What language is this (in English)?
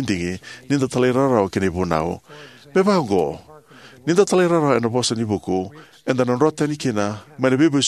Fijian